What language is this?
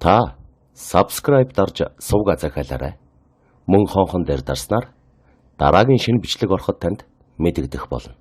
Mongolian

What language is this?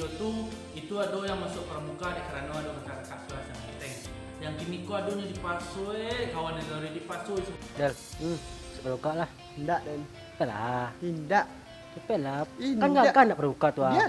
Minangkabau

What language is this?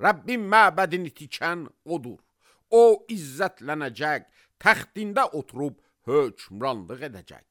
Azerbaijani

